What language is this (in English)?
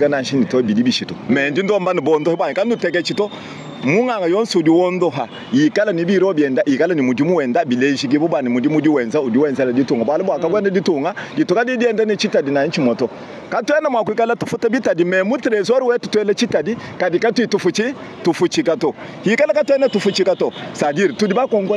Luba-Lulua